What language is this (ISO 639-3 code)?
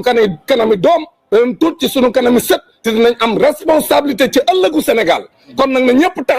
wol